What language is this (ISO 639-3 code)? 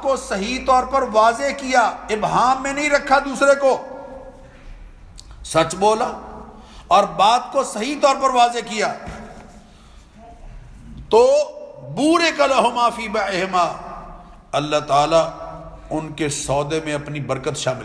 urd